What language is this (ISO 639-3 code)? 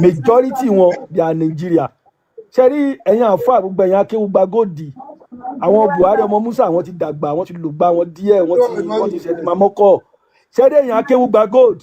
yor